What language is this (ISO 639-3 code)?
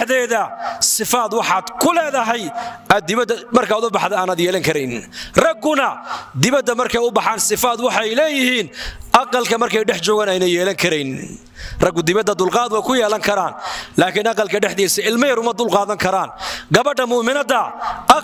som